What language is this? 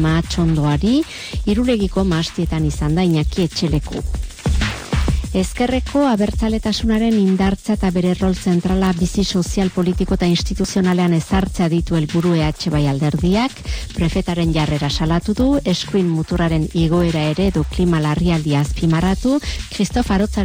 Basque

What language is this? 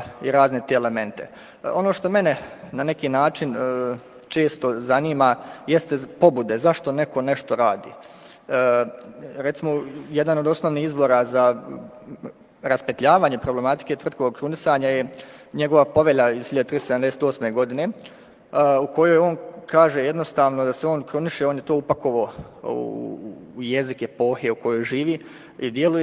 Bosnian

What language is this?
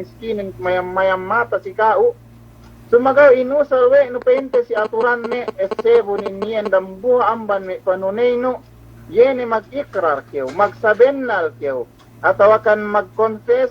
Yakan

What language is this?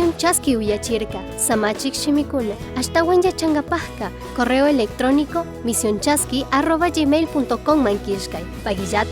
Chimborazo Highland Quichua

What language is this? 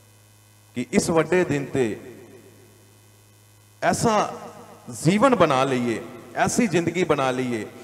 Punjabi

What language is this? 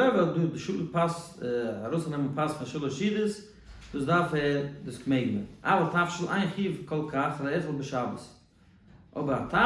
Yiddish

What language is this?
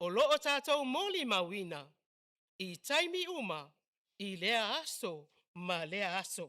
Samoan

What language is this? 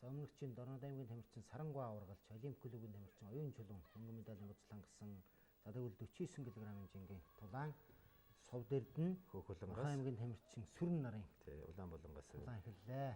Mongolian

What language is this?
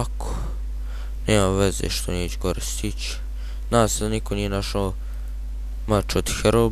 Bosnian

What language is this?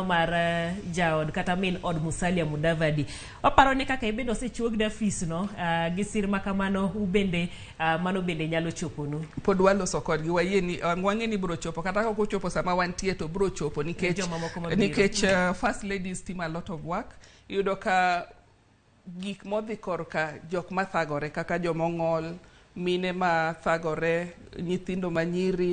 Luo (Kenya and Tanzania)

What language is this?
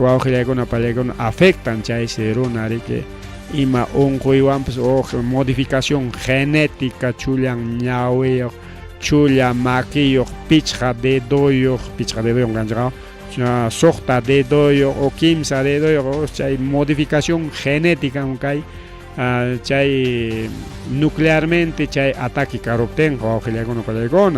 Ayacucho Quechua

